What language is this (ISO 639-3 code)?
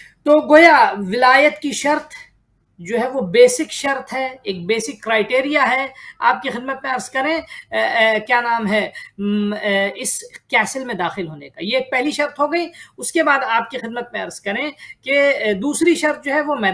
urd